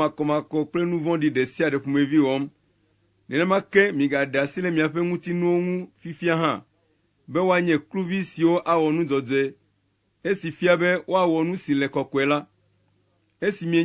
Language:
Ewe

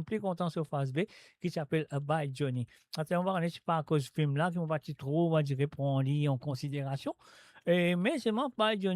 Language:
Morisyen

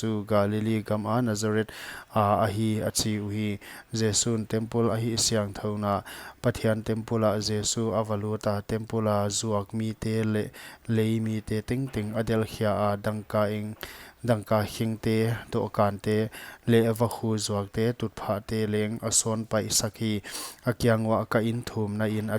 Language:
Paite Chin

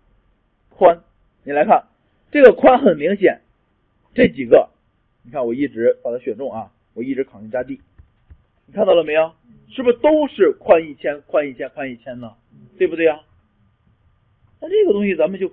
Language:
Chinese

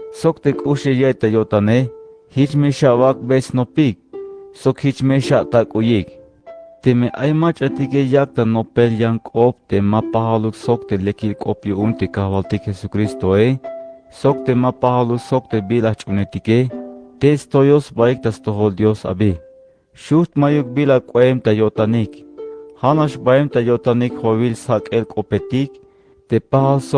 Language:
Tzeltal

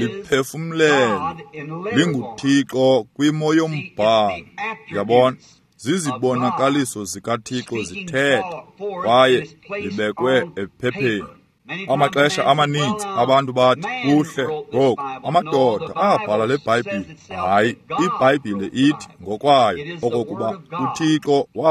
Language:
Xhosa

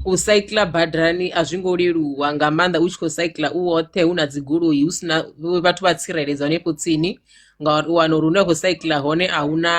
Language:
Venda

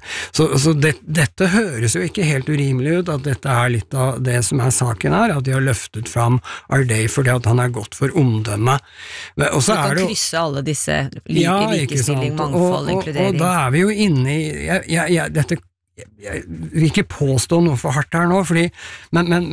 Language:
Norwegian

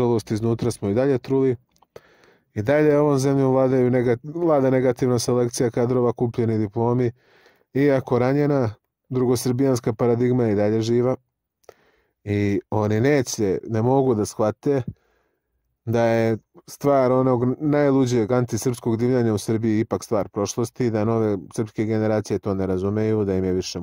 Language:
Serbian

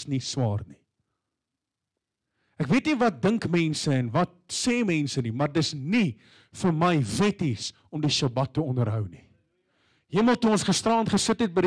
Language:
Afrikaans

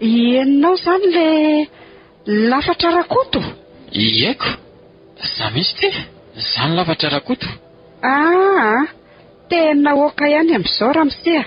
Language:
Malagasy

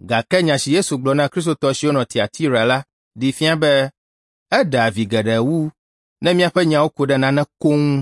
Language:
Ewe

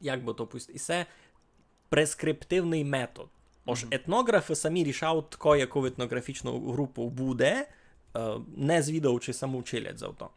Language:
Rusyn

